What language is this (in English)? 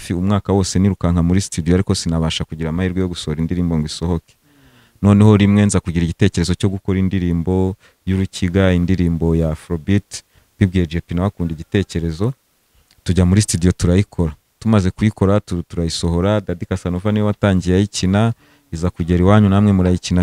Kinyarwanda